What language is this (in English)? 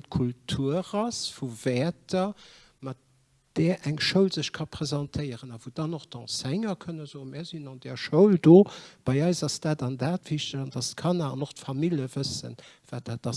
Luxembourgish